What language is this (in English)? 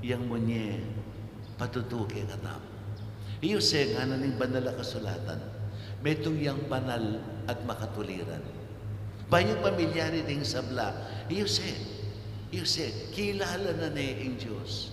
Pampanga